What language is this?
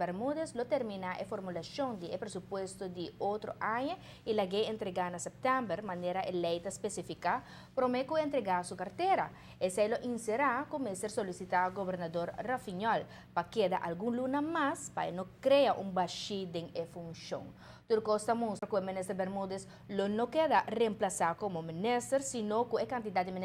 Papiamento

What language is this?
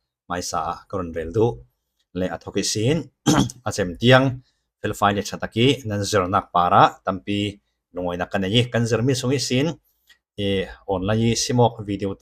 Falam Chin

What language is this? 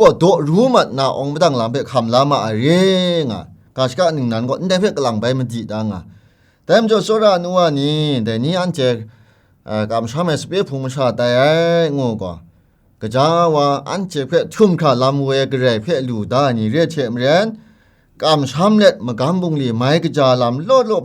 Kachin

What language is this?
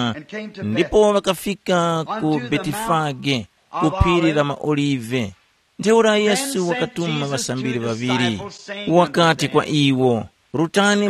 Tumbuka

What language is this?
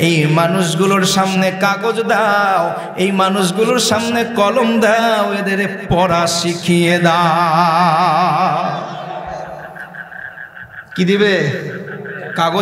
Bangla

